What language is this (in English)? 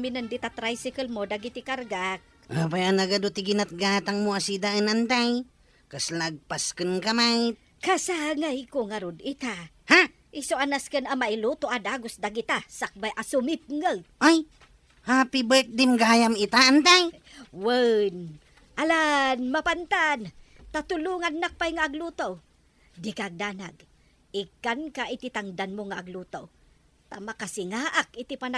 Iloko